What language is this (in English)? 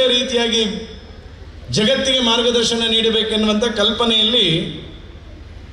Kannada